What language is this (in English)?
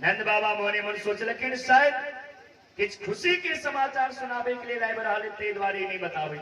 Maithili